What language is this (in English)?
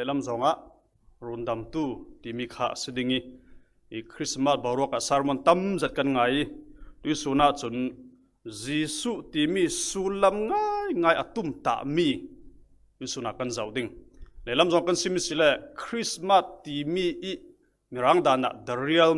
Falam Chin